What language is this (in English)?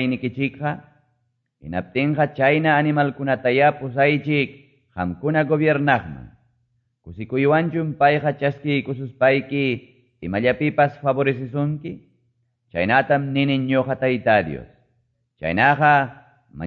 Quechua